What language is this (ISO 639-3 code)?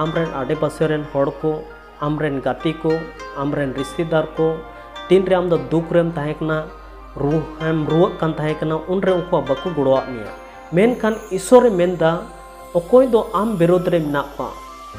sat